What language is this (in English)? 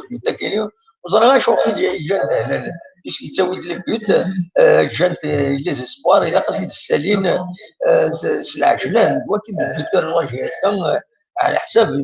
Kabyle